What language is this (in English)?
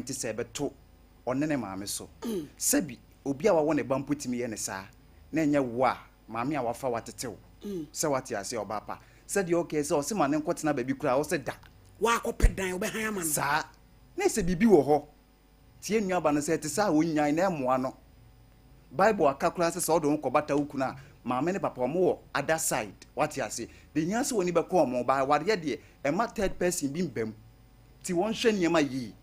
Akan